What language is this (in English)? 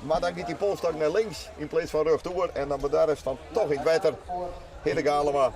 Western Frisian